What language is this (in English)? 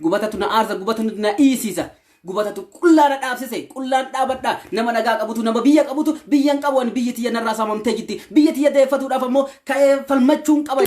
Oromo